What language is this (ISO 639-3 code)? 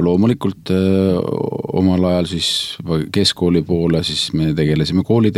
est